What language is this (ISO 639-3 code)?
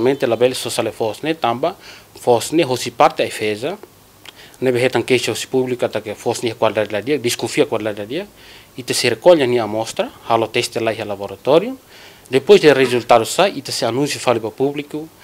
tet